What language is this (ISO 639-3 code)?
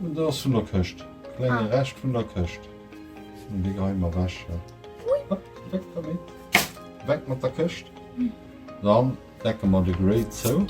ltz